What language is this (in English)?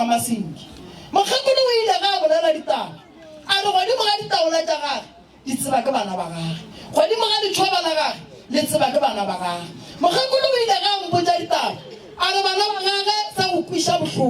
Northern Sotho